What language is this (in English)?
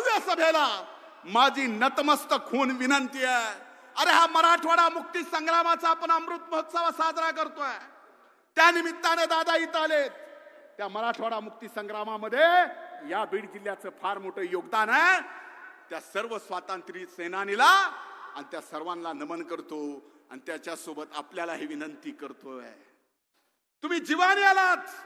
Marathi